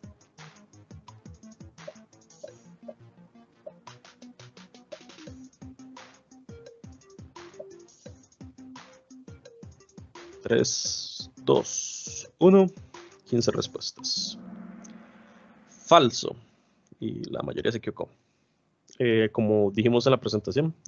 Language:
Spanish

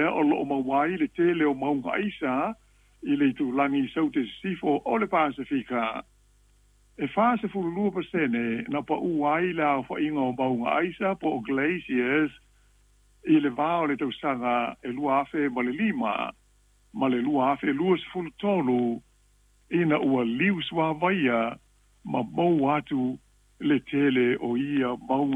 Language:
Samoan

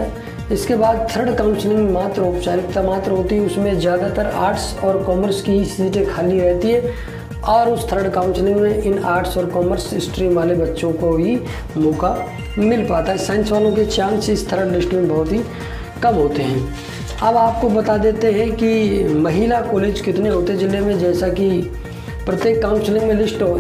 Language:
Hindi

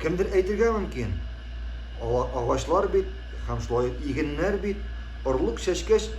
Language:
Tatar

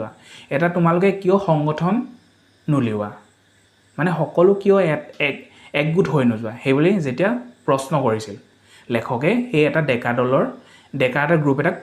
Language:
Assamese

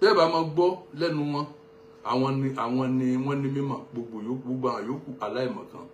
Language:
Yoruba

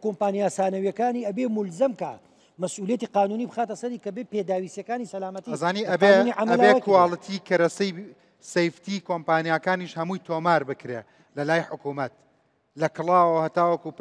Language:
Central Kurdish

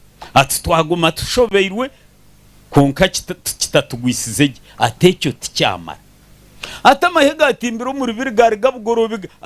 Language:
Nyankole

